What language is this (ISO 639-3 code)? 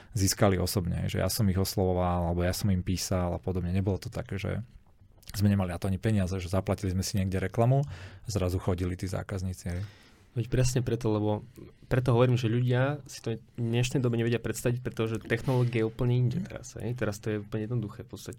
slk